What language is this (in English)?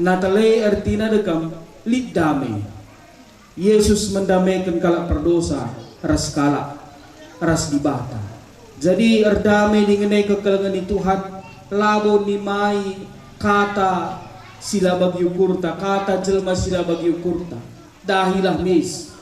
Batak Karo